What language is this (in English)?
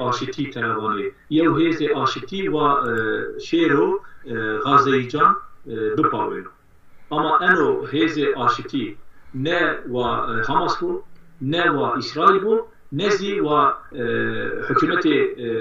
Zaza